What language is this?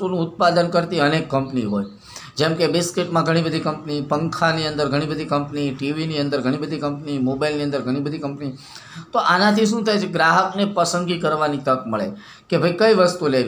Gujarati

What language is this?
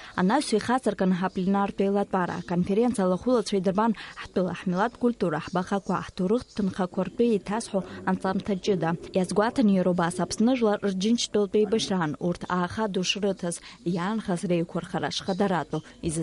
Abkhazian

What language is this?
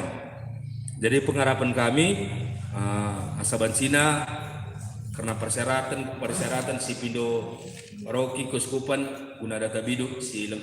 Batak Karo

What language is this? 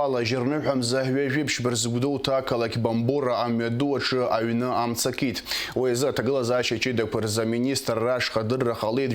Abkhazian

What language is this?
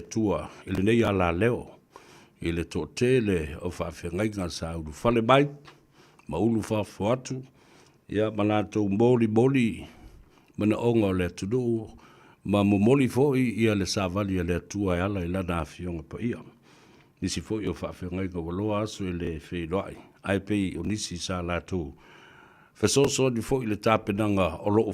Samoan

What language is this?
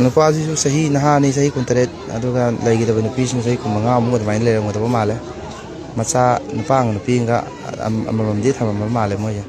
Manipuri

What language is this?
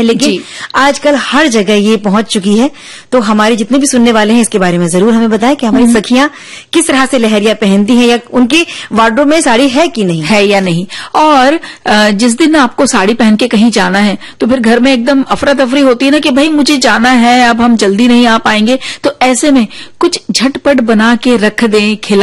Hindi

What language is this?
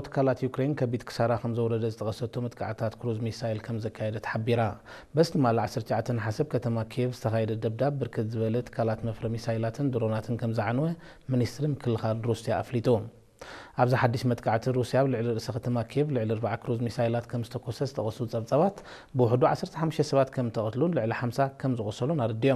Tigrinya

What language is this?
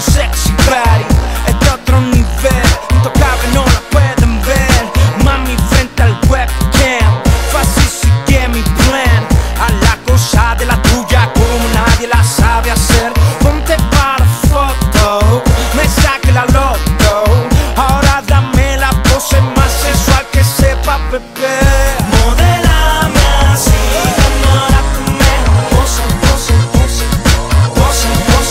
Spanish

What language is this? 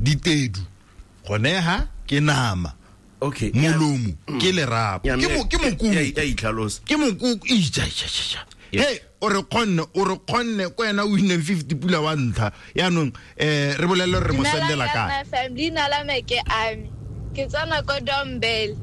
Tswana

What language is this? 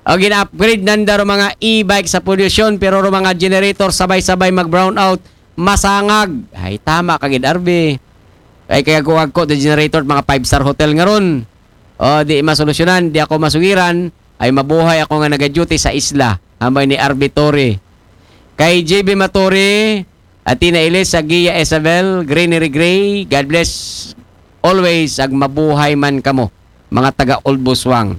Aklanon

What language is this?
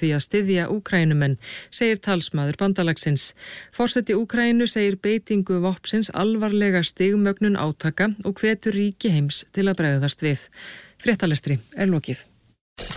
Icelandic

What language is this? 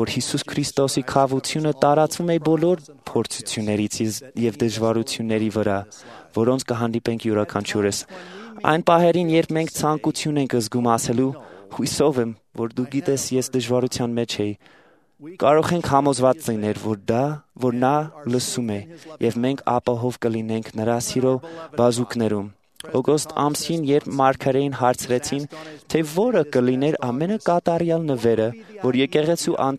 Armenian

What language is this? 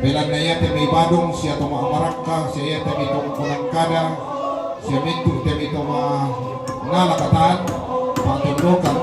Toraja-Sa'dan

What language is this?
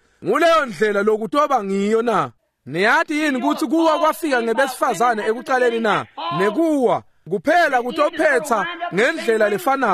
Swati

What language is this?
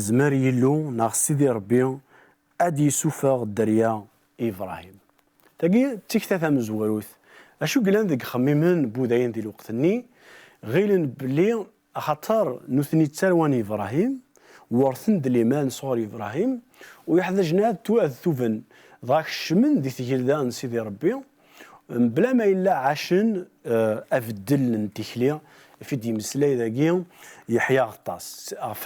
Kabyle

